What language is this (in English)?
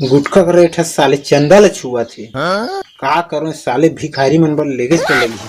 Chhattisgarhi